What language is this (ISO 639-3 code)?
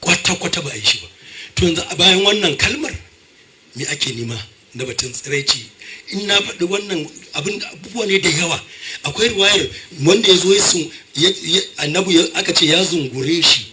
hau